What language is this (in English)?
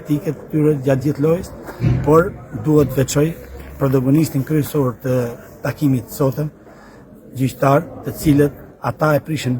Albanian